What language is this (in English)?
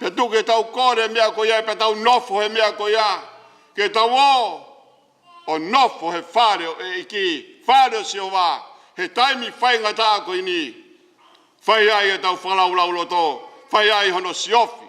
Tongan